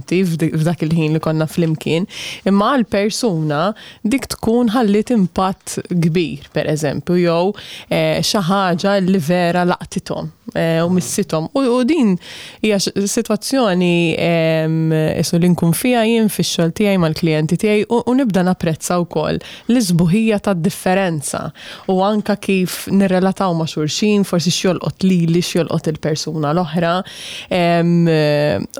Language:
Maltese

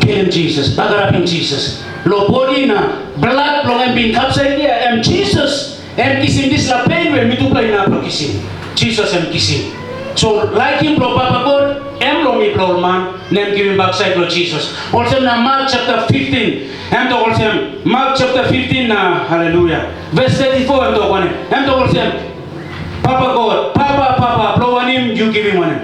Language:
Tok Pisin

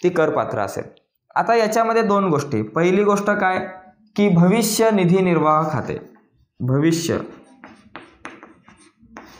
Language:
Marathi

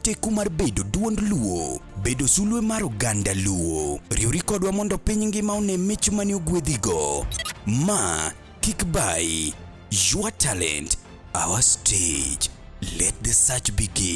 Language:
Luo (Kenya and Tanzania)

